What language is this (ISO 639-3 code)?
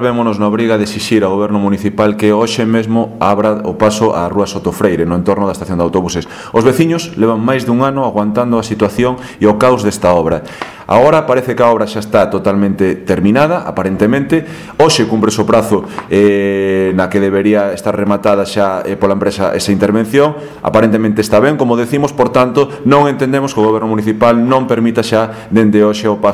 glg